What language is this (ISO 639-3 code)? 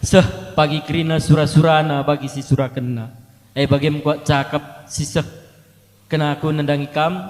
btx